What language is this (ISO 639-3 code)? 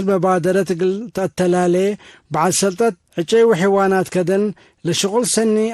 tig